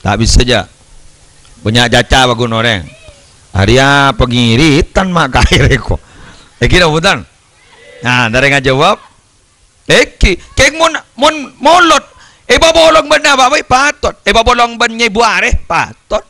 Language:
Madurese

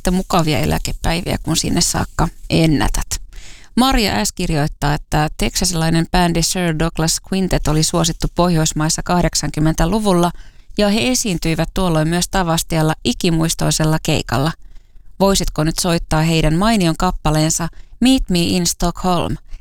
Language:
Finnish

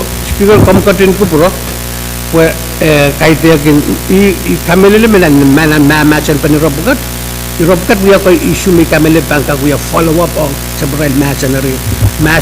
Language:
Pohnpeian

